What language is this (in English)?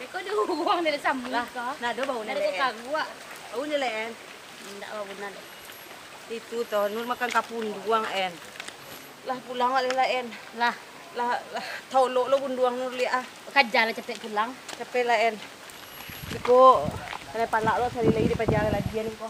Minangkabau